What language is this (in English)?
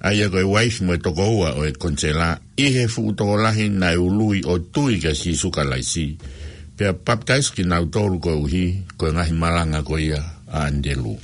Tongan